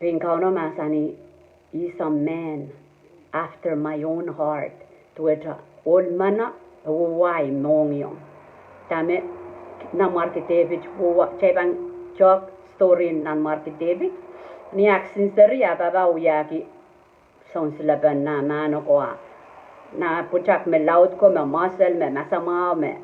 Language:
Pohnpeian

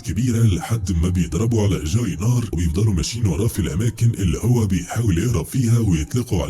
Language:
Egyptian Arabic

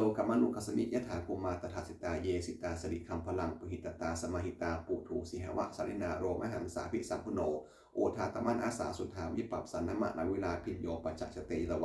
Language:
Pali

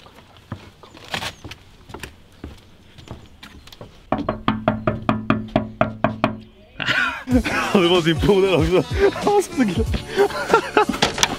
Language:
Swedish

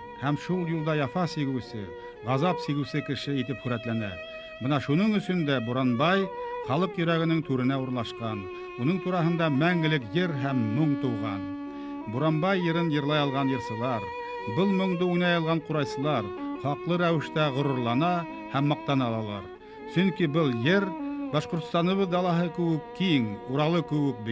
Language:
Bashkir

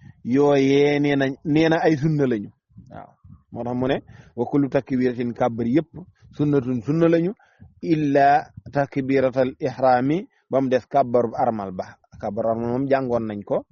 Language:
Wolof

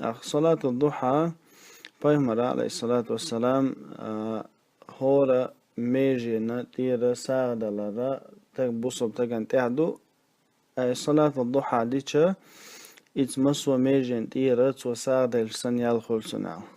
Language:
Chechen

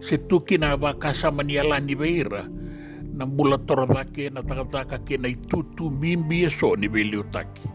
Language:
Fijian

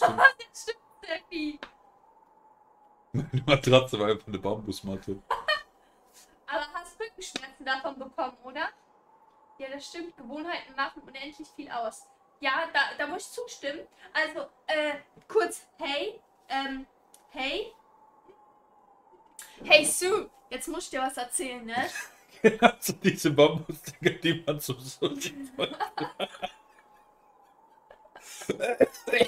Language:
German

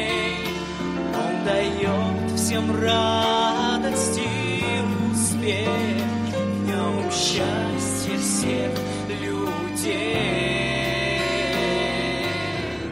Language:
Russian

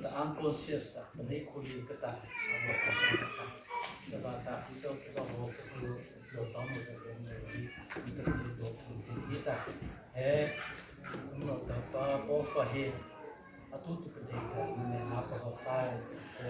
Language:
Mara Chin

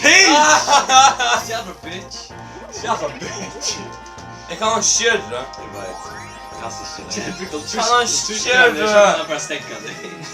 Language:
Faroese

